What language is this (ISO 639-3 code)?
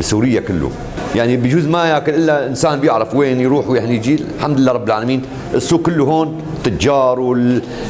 apc